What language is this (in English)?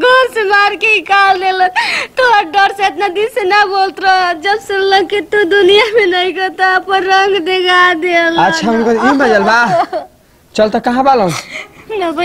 Bhojpuri